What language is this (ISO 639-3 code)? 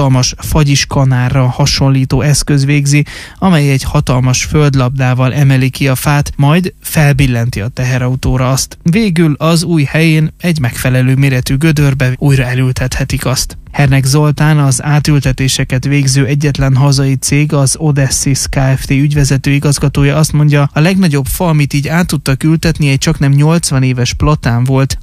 hun